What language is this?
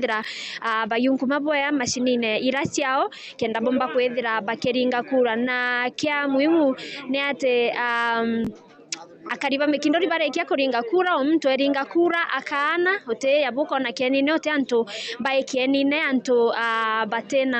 Meru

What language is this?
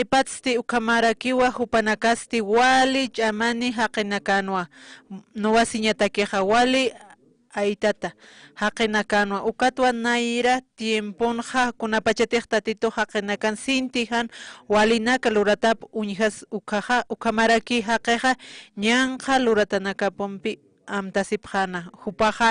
Aymara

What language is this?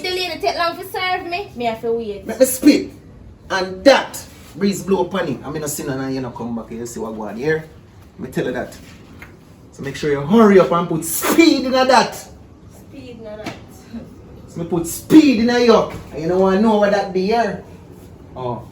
Jamaican Creole English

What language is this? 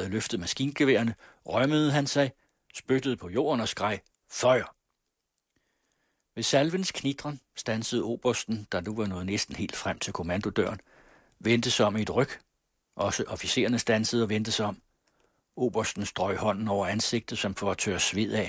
Danish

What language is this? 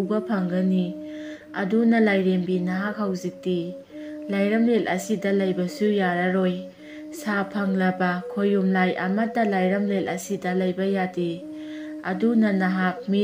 Manipuri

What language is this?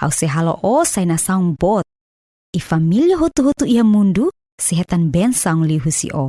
Tetum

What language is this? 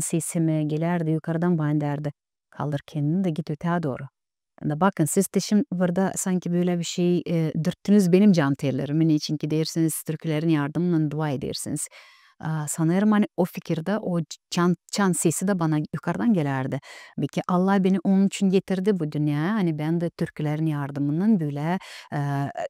Gagauz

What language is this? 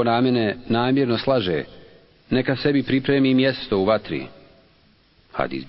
Bosnian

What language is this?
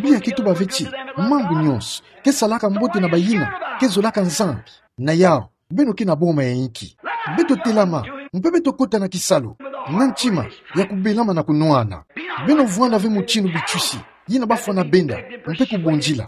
Kituba (Democratic Republic of Congo)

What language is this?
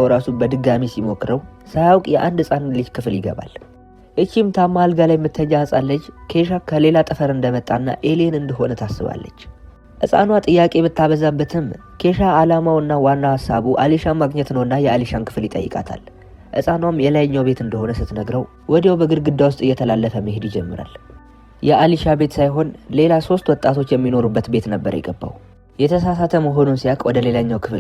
Amharic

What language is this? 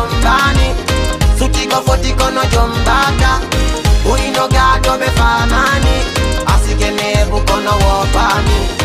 Fula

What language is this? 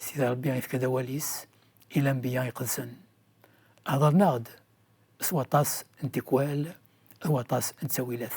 Kabyle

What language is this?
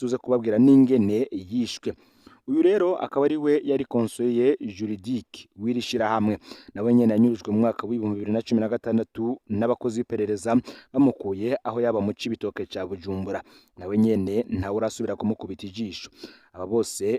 Rundi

